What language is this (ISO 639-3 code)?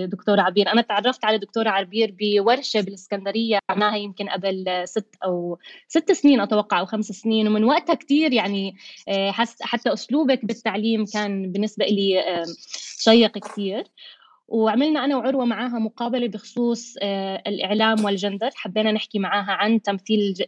apc